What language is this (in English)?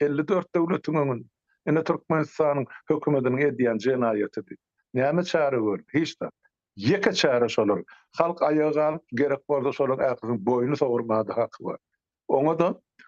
Turkmen